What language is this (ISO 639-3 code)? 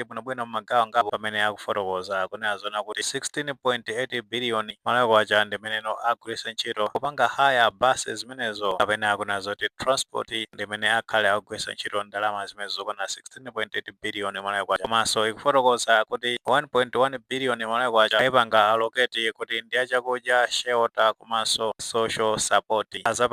nya